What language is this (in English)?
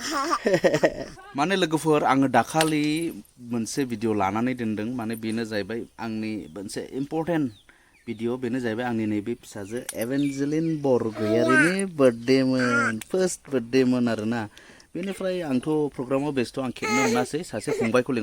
Bodo